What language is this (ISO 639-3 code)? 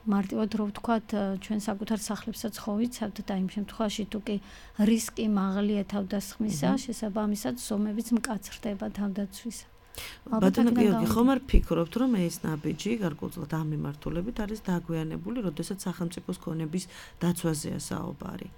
kat